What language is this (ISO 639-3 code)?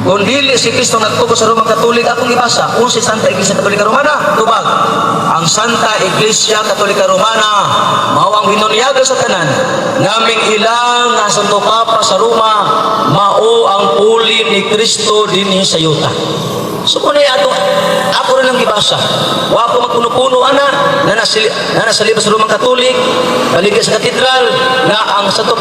ceb